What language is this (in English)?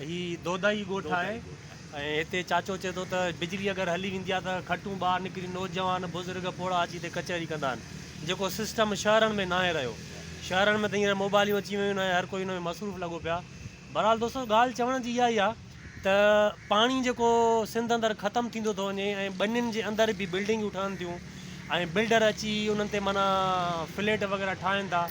Sindhi